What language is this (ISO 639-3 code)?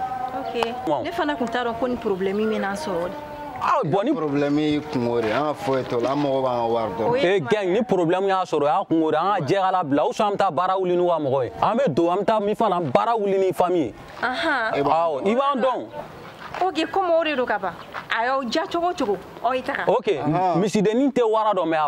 bam